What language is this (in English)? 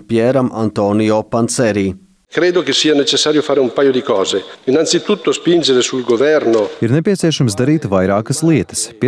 Latvian